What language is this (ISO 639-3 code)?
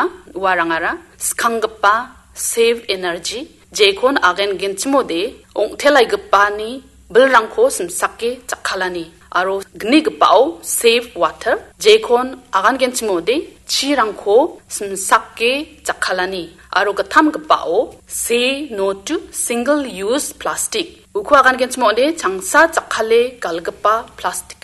grt